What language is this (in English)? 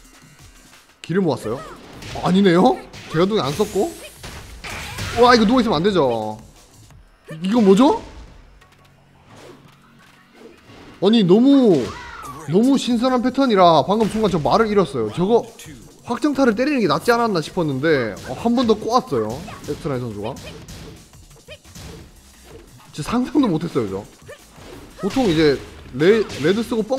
Korean